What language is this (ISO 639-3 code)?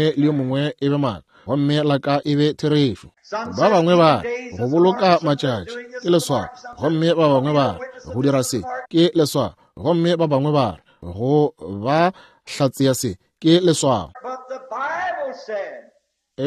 nso